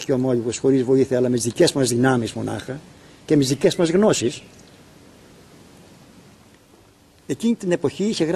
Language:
Greek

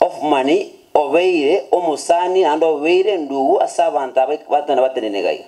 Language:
Gusii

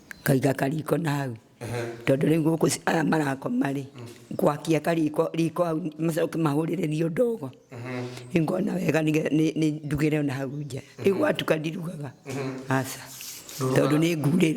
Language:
Kikuyu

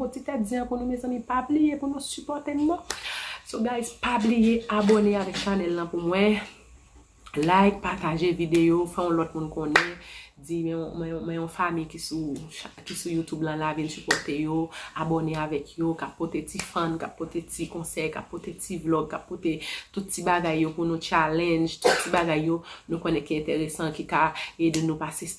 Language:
Haitian Creole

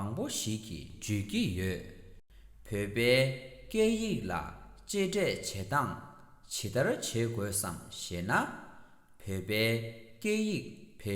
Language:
Tibetan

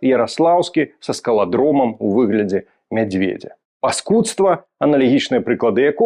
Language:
Belarusian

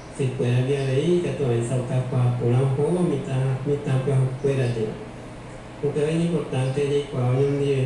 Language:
Guarani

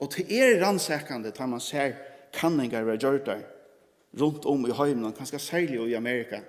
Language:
Faroese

